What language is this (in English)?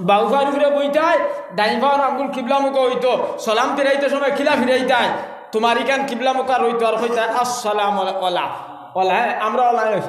Sylheti